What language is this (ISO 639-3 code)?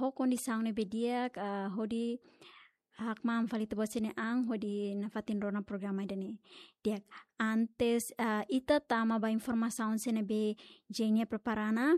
tet